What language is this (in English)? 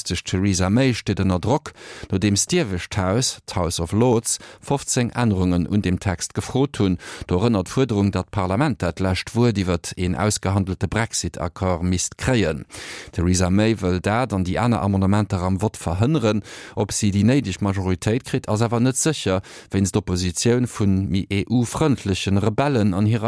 Luxembourgish